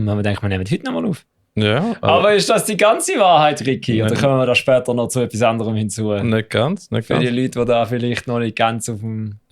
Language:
Swiss German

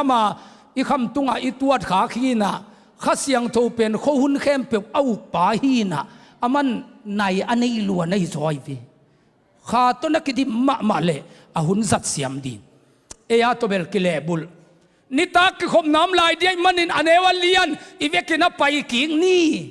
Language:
Tedim Chin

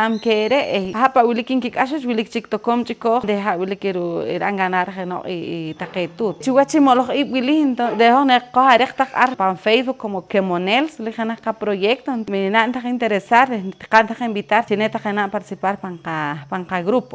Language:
Poqomchi'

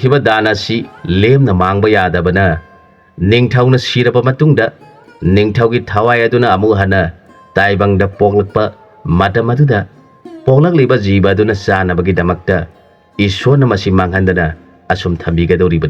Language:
Manipuri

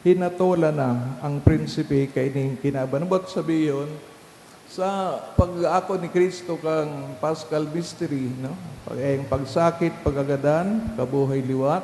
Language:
Bikol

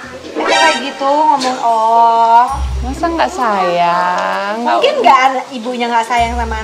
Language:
Indonesian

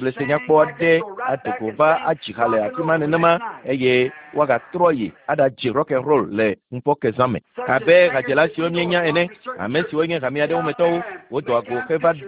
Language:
Ewe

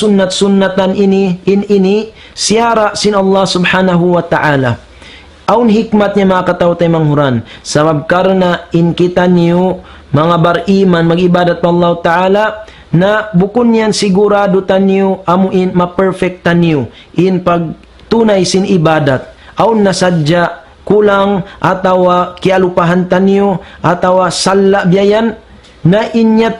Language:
Tausug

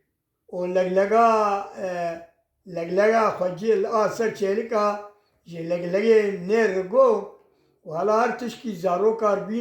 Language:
Kurdish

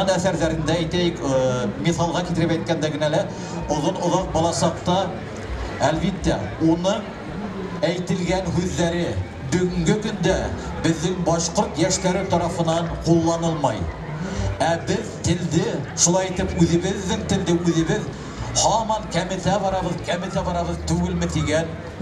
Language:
Bashkir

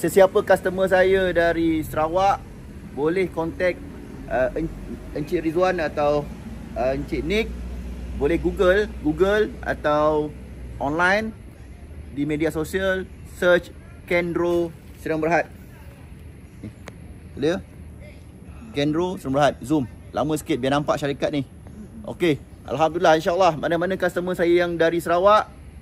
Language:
Malay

